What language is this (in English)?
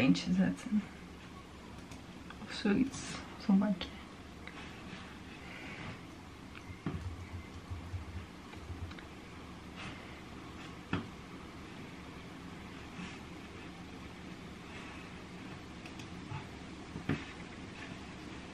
Dutch